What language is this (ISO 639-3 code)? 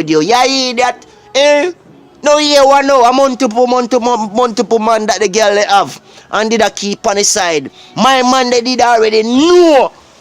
jam